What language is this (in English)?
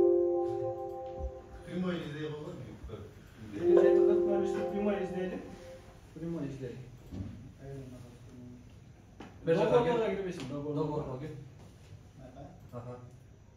Kyrgyz